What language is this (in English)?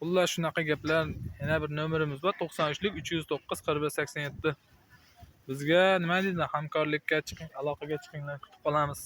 Uzbek